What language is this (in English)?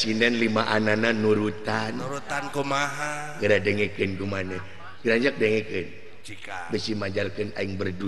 Sundanese